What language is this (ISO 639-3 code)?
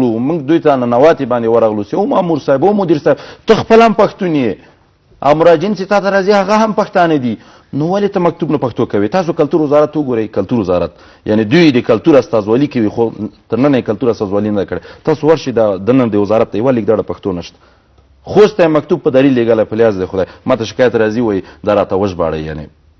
pus